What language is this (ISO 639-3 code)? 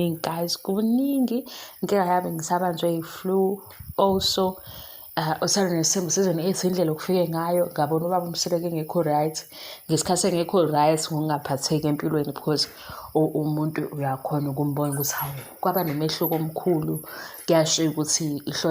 zul